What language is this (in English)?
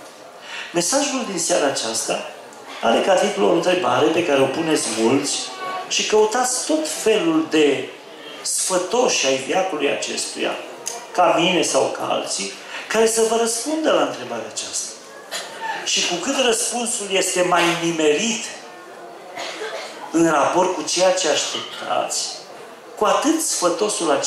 Romanian